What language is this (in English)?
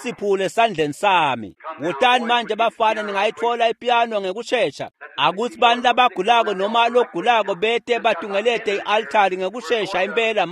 Swati